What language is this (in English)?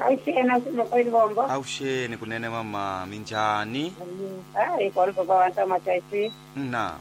Tsonga